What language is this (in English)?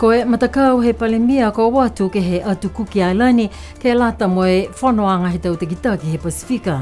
Niuean